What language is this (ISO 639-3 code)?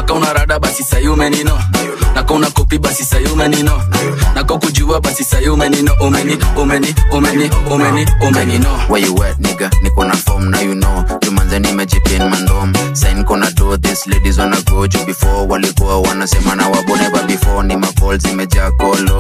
swa